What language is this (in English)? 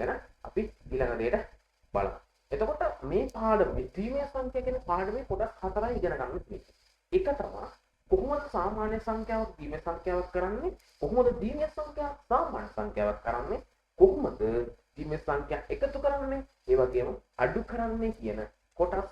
Sinhala